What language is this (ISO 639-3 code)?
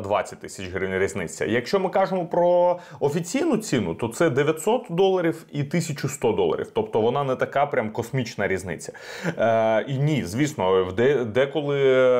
ukr